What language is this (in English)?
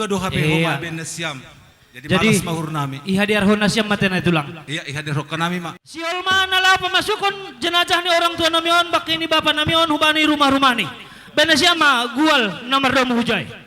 Batak Simalungun